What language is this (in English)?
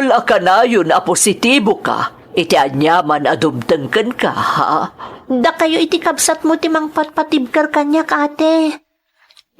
Iloko